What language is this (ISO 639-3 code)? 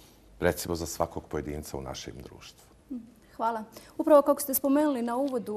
bos